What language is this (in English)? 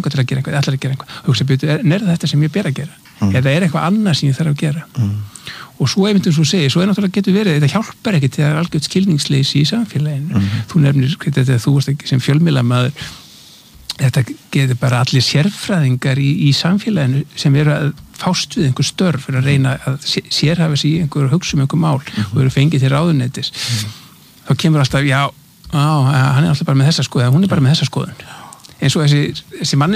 Icelandic